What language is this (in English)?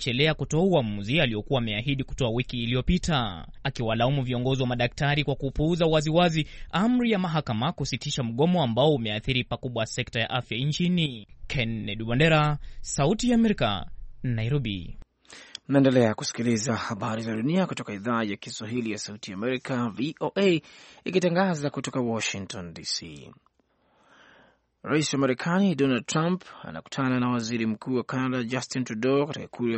Swahili